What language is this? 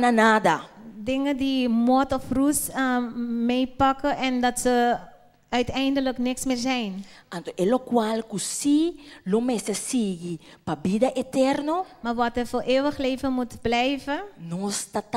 Papiamento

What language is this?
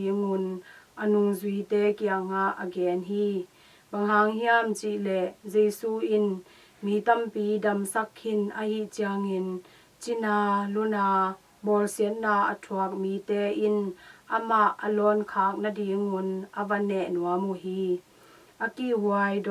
Tedim Chin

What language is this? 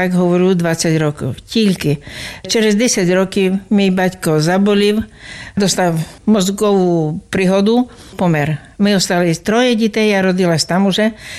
Ukrainian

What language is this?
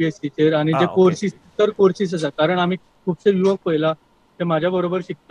Konkani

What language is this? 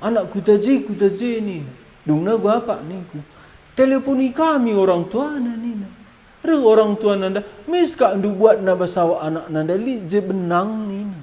Batak Karo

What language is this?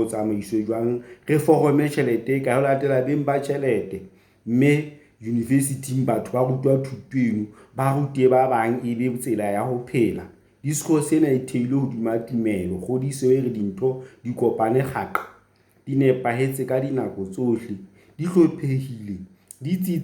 Southern Sotho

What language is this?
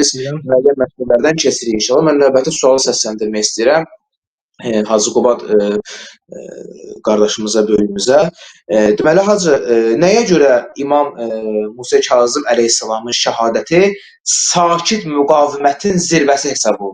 Azerbaijani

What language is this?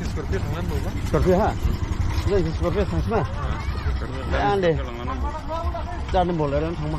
Dimasa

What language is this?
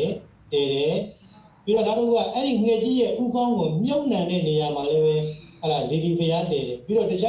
Burmese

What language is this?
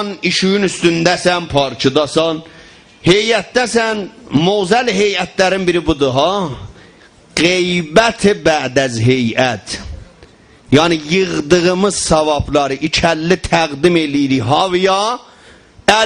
South Azerbaijani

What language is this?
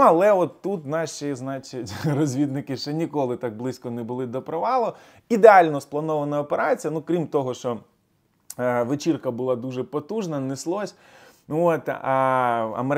Ukrainian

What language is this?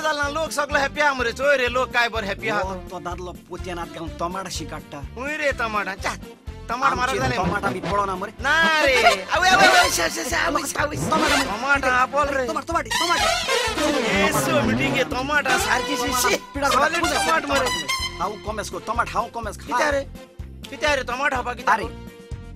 Konkani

